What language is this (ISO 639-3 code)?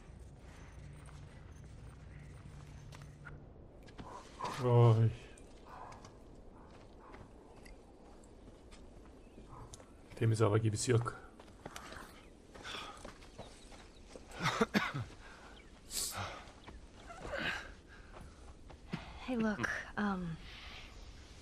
tur